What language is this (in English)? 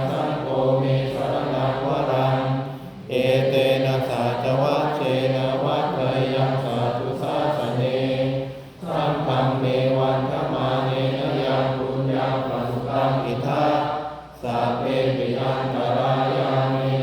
Pali